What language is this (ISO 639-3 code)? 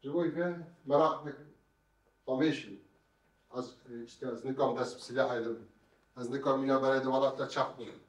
kur